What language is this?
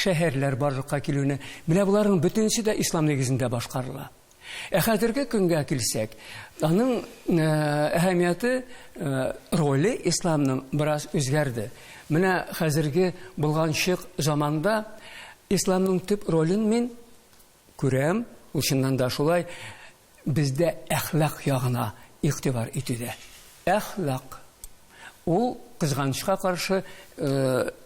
Tatar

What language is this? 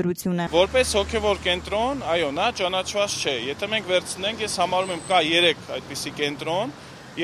Armenian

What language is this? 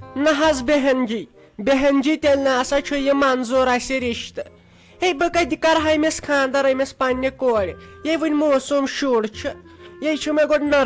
Kashmiri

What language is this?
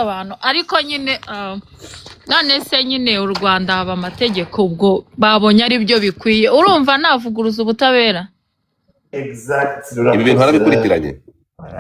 Kinyarwanda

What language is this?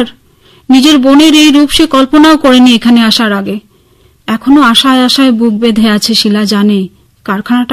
Bangla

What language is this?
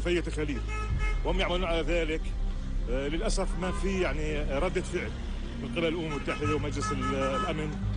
Arabic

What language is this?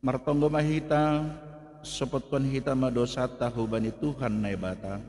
Batak Simalungun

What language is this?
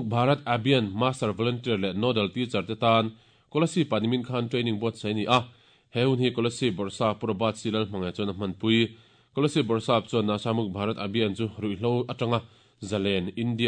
Mizo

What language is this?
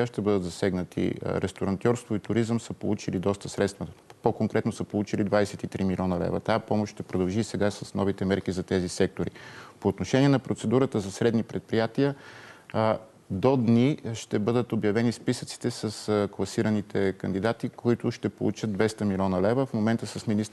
Bulgarian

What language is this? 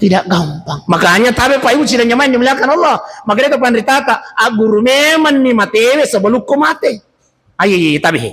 Buginese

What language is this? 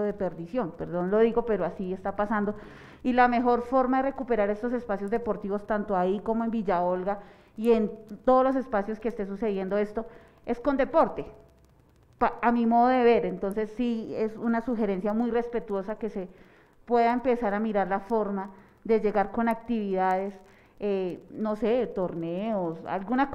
Spanish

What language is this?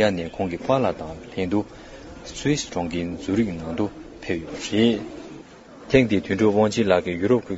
Tibetan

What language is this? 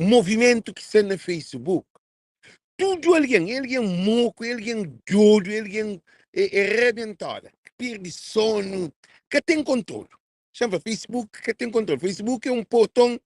Kabuverdianu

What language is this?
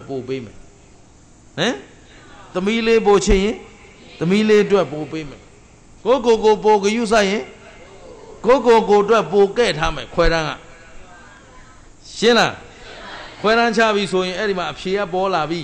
Burmese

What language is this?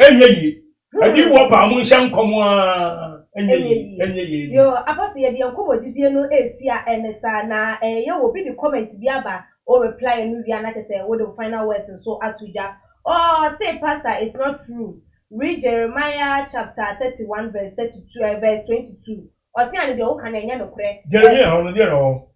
Akan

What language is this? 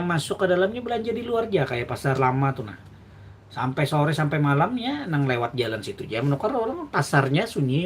Banjar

